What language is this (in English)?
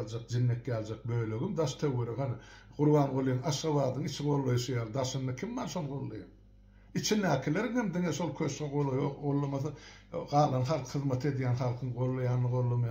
Turkmen